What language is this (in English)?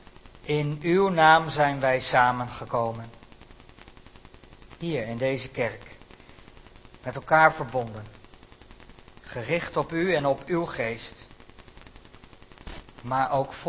Dutch